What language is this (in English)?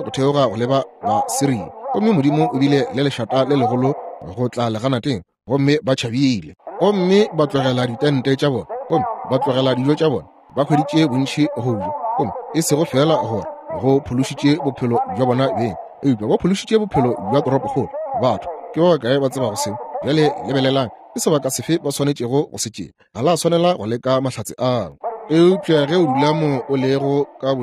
Northern Sotho